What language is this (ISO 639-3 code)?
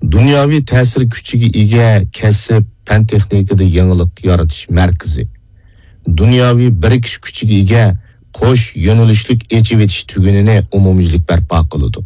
uig